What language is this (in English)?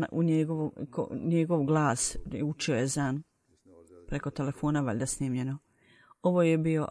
Bosnian